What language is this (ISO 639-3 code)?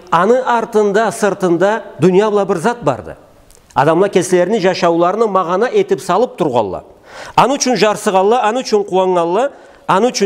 krc